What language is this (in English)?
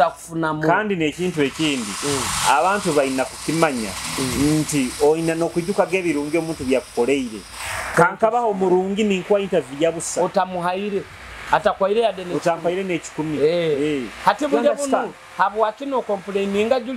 Nyoro